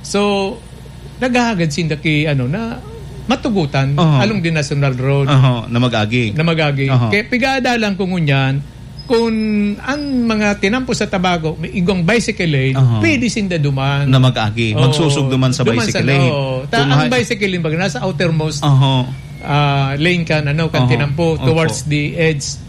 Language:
Bikol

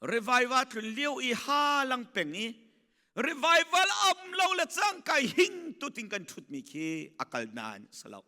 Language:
Hakha Chin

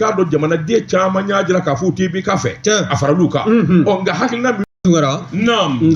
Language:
Bambara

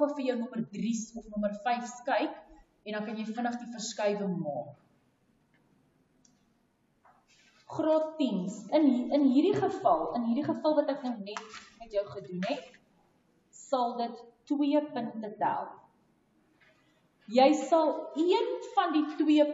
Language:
Afrikaans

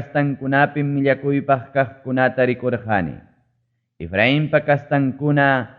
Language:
Ayacucho Quechua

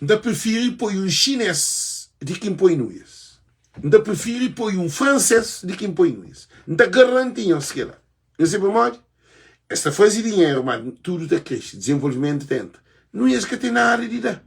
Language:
Kabuverdianu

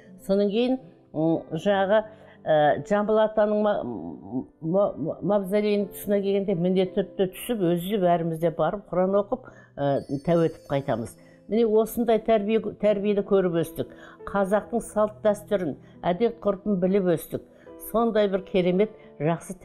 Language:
Kazakh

